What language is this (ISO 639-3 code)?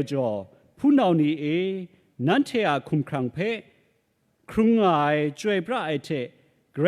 kac